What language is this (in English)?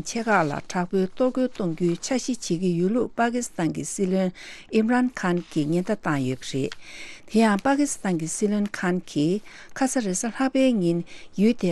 Tibetan